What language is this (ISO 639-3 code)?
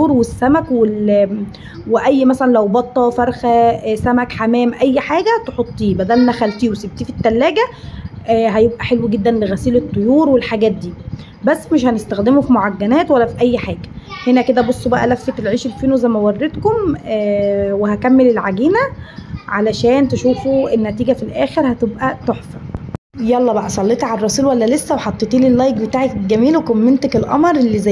arz